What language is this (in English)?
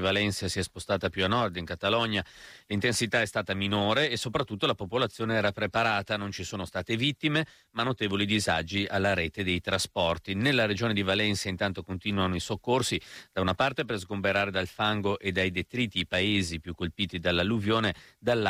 Italian